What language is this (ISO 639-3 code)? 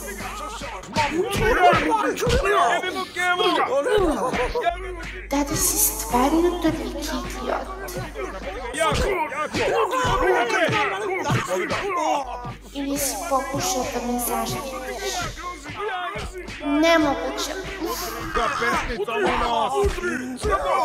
srp